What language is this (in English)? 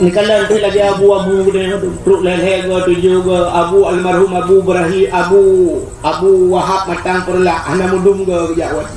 Achinese